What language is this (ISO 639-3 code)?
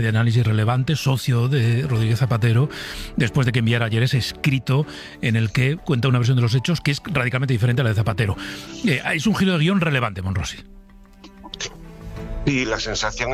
spa